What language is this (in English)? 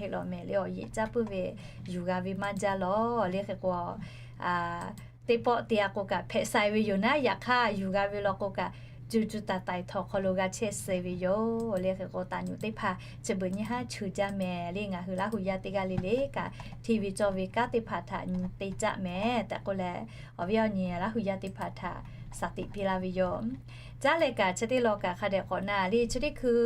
Lahu